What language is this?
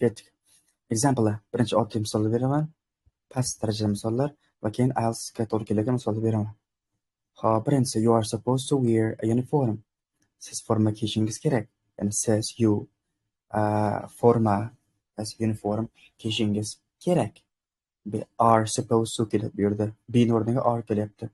Uzbek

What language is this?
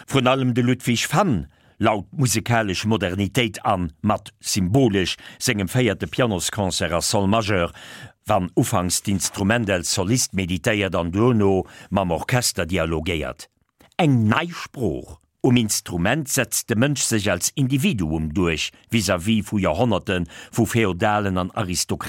Luxembourgish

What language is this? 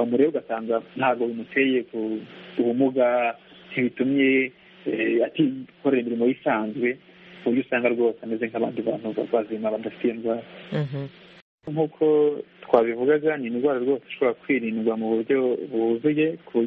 Kinyarwanda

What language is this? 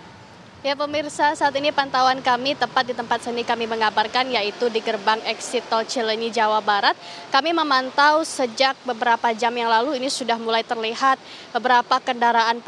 Indonesian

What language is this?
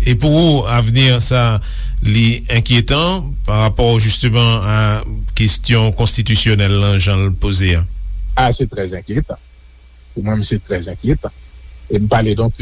Haitian Creole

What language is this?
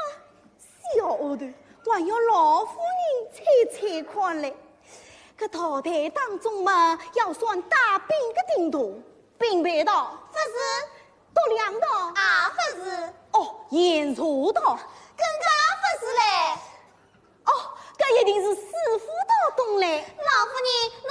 Wu Chinese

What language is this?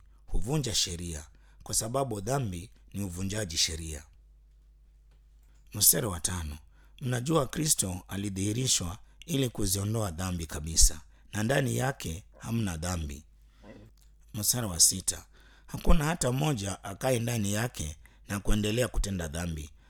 Swahili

